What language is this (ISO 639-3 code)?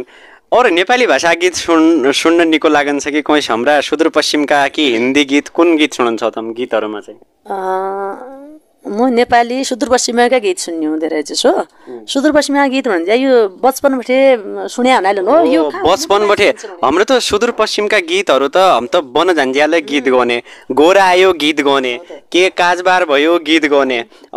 nep